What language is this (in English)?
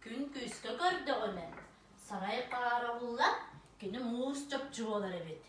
Yakut